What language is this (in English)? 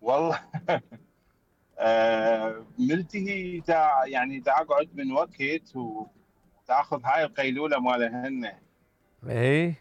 Mesopotamian Arabic